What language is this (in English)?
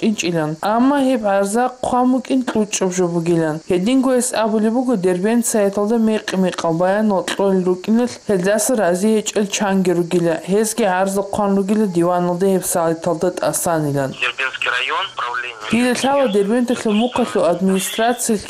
Avaric